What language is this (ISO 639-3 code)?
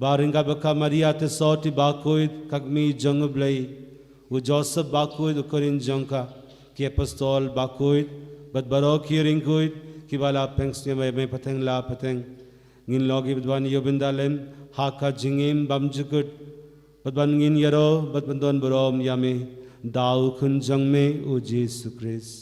kha